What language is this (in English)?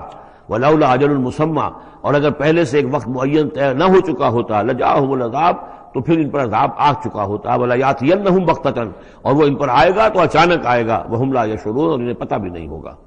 Urdu